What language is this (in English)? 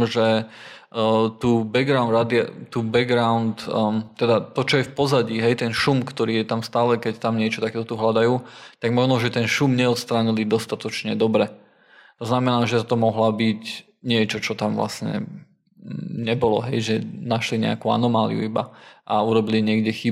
Slovak